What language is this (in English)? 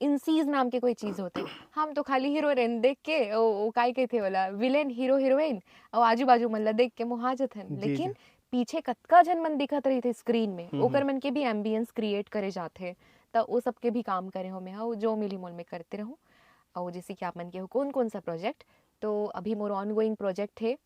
Chhattisgarhi